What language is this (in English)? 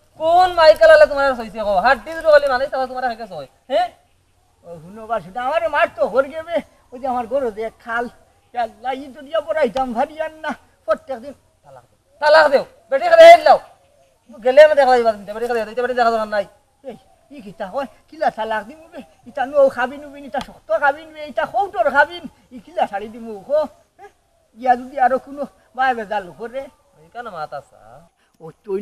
Sylheti